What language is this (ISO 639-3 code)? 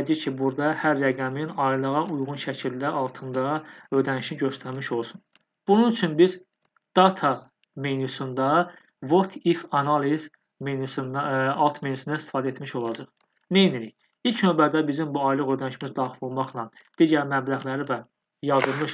aze